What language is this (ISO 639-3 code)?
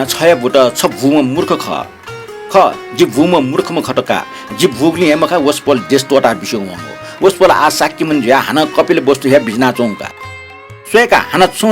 new